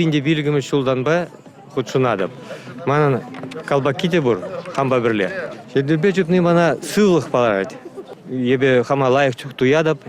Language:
Chuvash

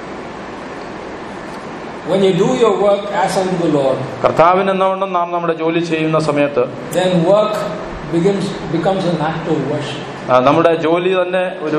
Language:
Malayalam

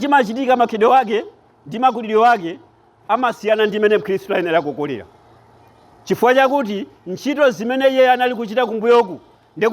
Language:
Nyanja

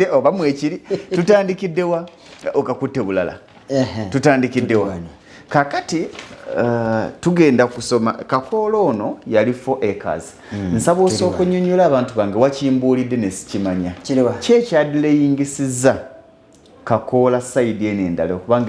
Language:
Ganda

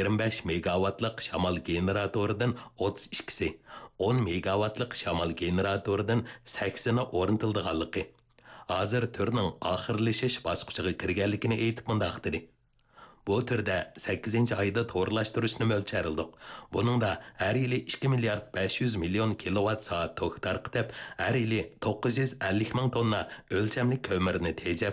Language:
Uyghur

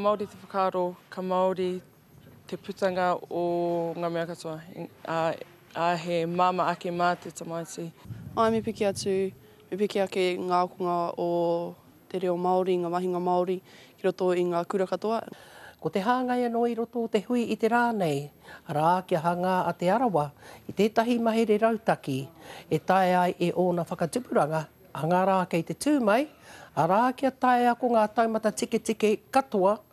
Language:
Māori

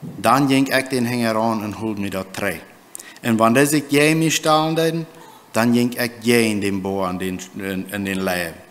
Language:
Plautdietsch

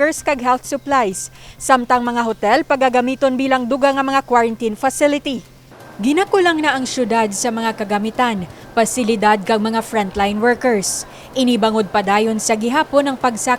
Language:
Hiligaynon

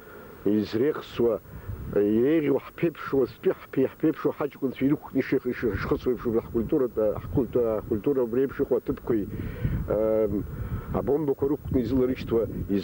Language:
Abkhazian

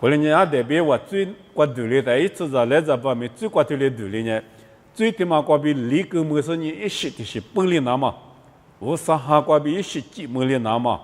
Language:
Lisu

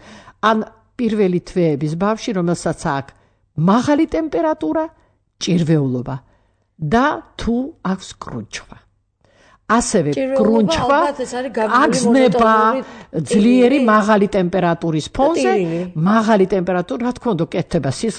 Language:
Georgian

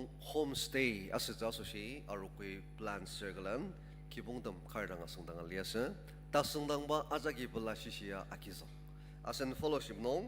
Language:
Ao Naga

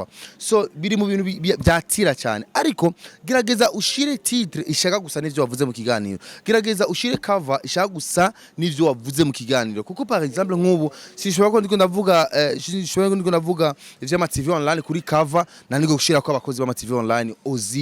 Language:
Rundi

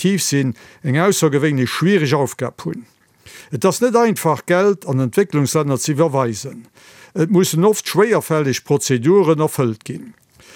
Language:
Luxembourgish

